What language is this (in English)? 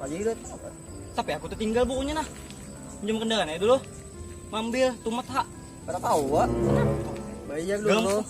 Banjar